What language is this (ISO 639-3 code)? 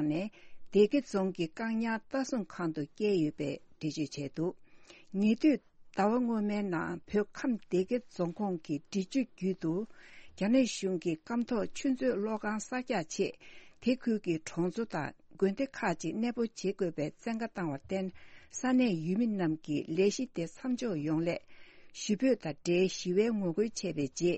bod